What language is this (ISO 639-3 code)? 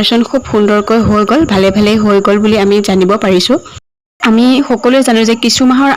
asm